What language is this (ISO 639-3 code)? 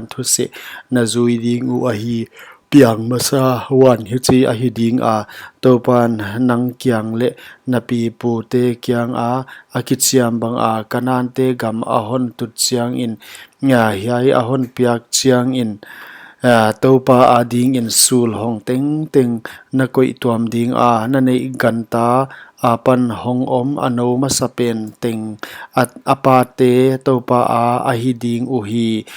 pck